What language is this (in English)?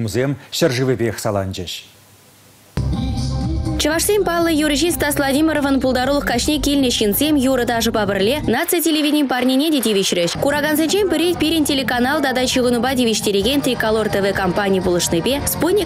Chuvash